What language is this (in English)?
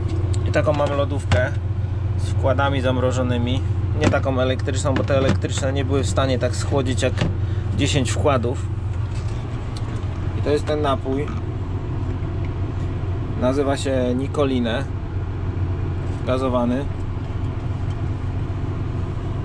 Polish